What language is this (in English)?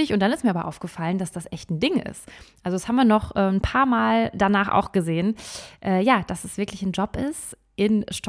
German